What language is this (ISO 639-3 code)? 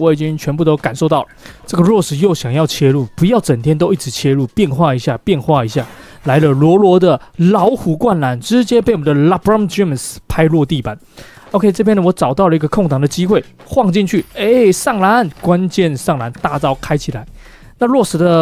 zho